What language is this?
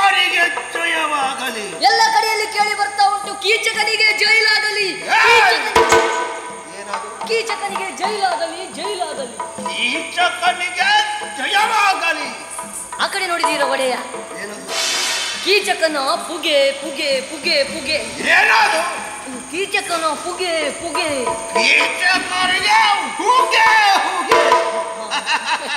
Kannada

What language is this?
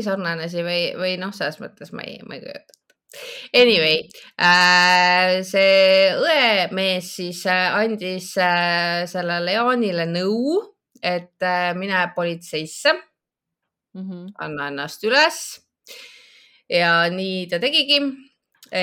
Estonian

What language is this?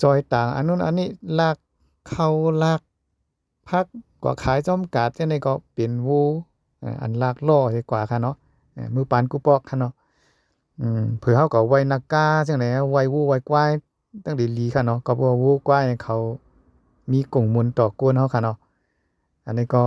Shan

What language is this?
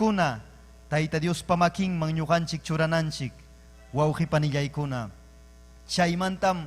Ayacucho Quechua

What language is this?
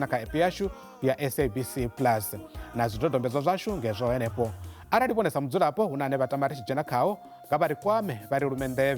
Venda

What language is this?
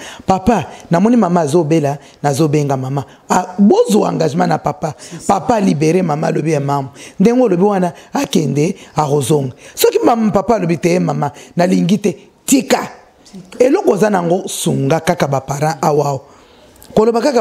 Lingala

